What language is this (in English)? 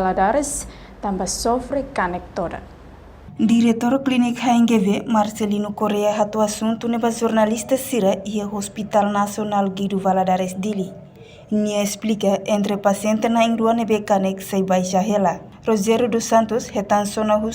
Tetum